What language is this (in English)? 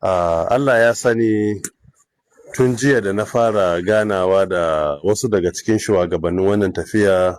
Hausa